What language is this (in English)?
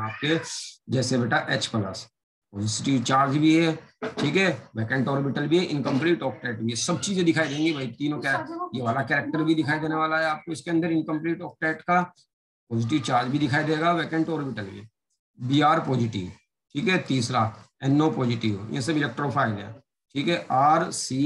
Hindi